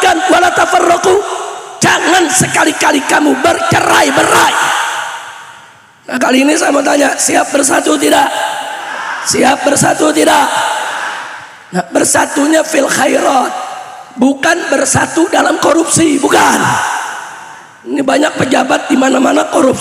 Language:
Indonesian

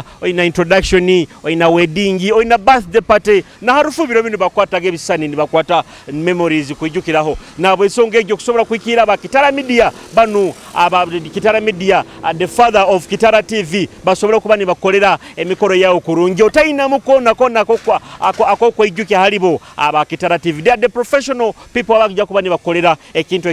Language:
Nyoro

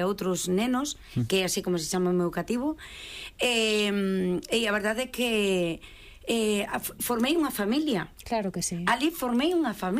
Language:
Galician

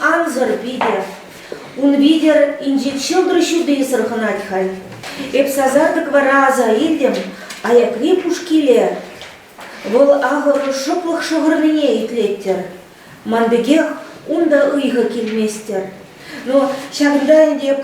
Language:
Chuvash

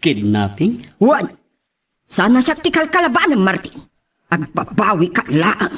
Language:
Iloko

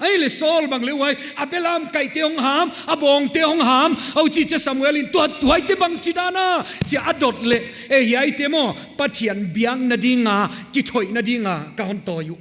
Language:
Paite Chin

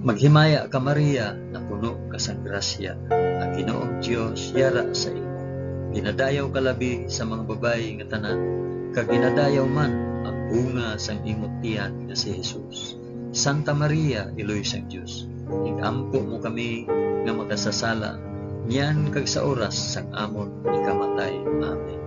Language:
Hiligaynon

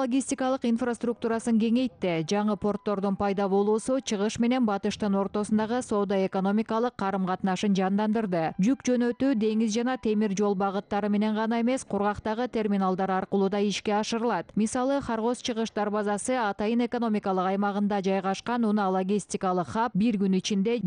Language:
Kyrgyz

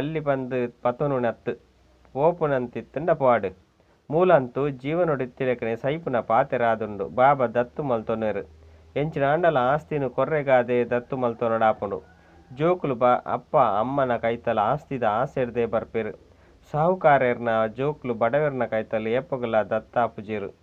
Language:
Tulu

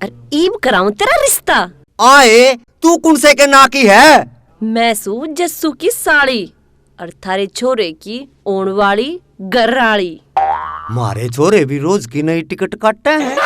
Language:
Haryanvi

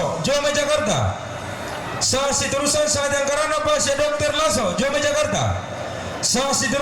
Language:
Toraja-Sa'dan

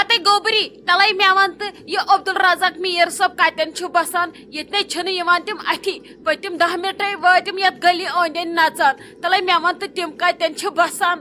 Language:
Kashmiri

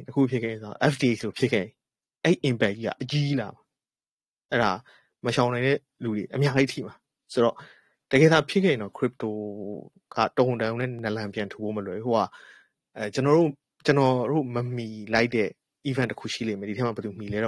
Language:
Burmese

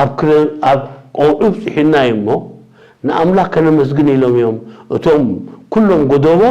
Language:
Tigrinya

